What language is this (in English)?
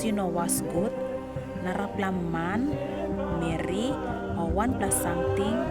Tok Pisin